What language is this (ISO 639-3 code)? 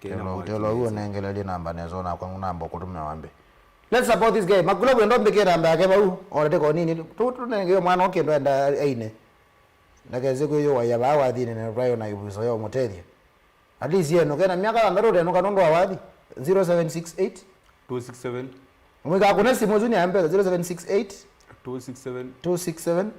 kam